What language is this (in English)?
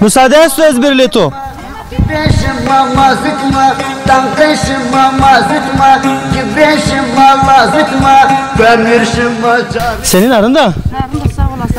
Zaza